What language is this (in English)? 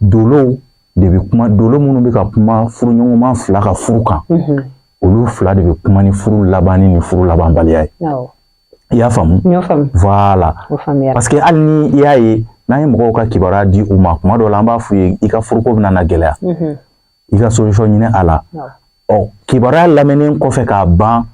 Bambara